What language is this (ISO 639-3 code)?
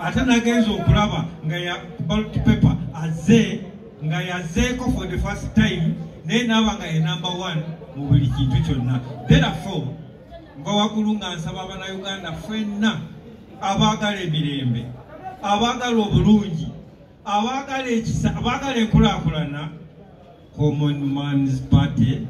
lug